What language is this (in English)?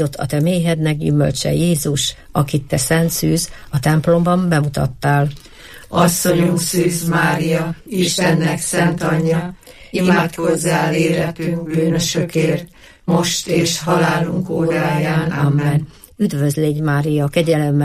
Hungarian